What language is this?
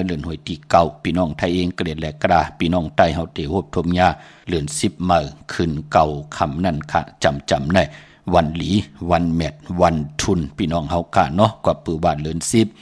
Shan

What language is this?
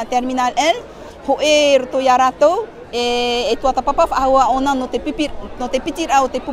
Tahitian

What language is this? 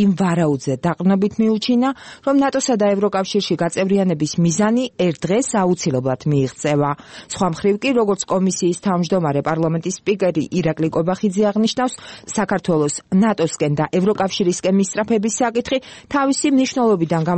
Georgian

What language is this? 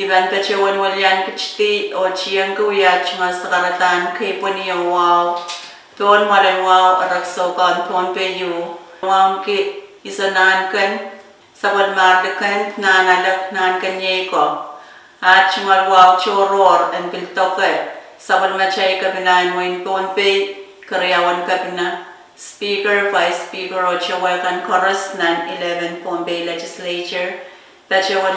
Pohnpeian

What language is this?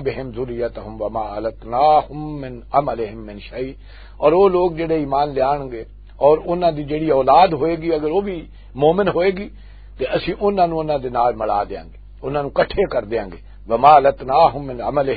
Western Panjabi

